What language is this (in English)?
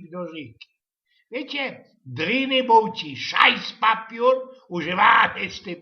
Silesian